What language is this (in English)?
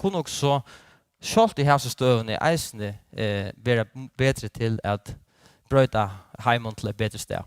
Faroese